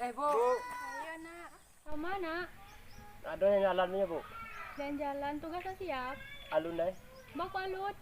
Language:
Minangkabau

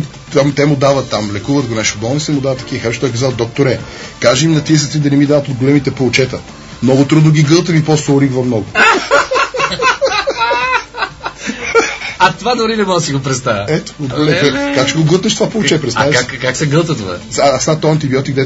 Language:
Bulgarian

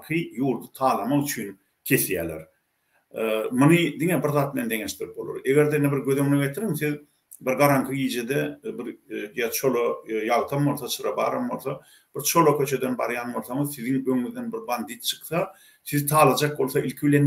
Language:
Turkmen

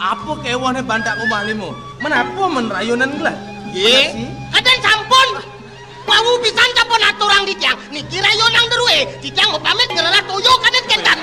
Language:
Balinese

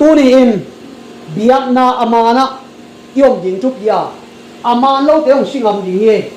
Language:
Tedim Chin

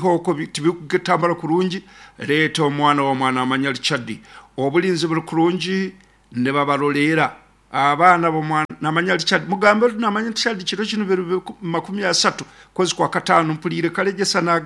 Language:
Nyankole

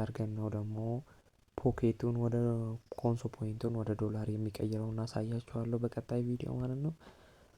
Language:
Amharic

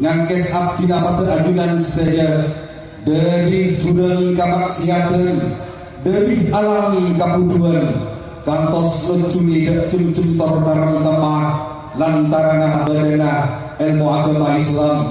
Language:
Madurese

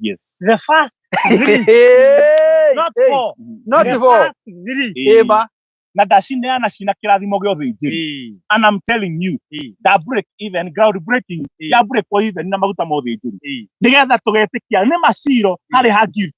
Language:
Kikuyu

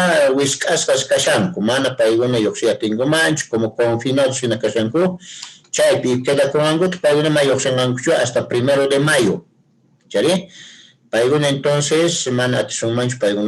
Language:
Quechua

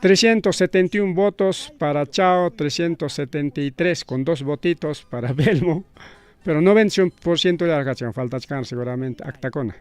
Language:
Ayacucho Quechua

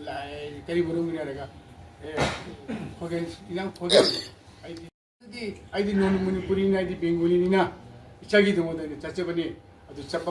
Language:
Manipuri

